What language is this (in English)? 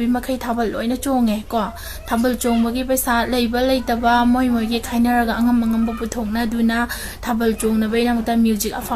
Manipuri